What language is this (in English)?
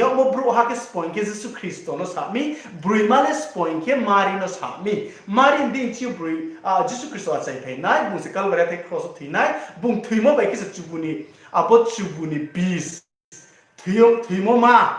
Riang (India)